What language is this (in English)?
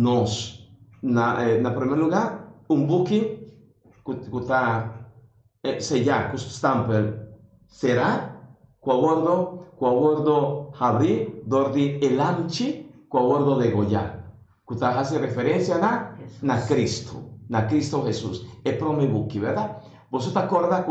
Papiamento